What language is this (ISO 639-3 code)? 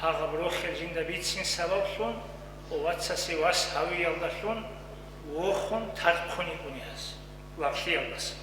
ava